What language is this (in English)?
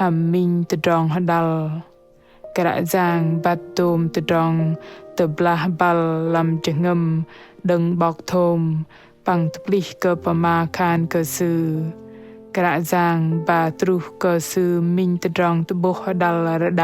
Bahnar